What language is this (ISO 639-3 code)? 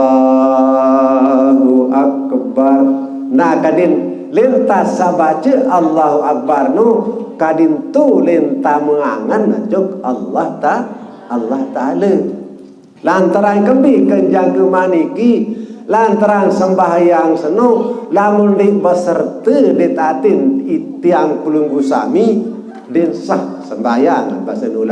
sas